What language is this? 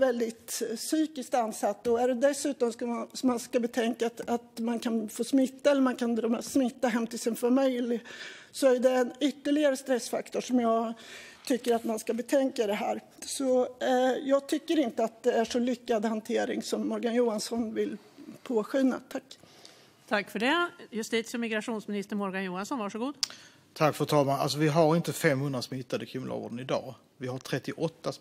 Swedish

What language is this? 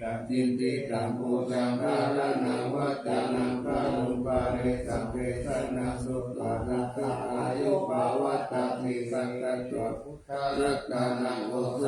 Pali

